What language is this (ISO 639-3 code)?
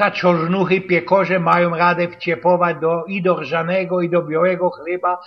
szl